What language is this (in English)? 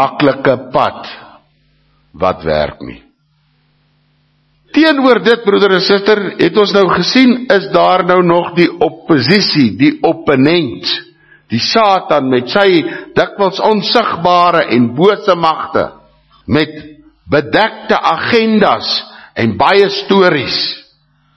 Afrikaans